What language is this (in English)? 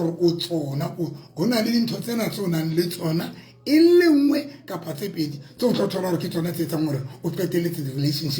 Southern Sotho